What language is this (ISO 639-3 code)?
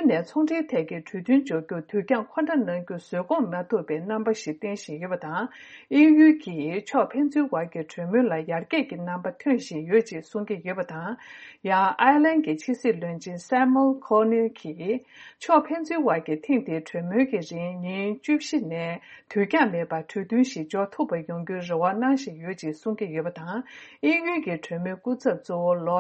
bod